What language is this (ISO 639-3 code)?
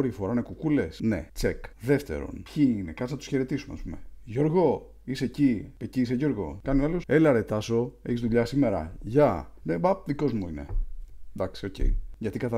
ell